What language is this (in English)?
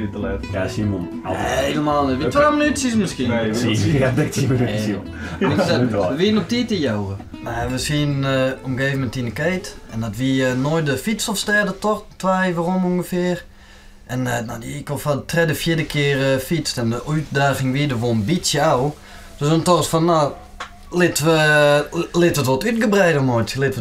Western Frisian